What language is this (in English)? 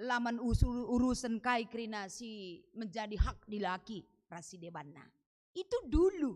Batak Karo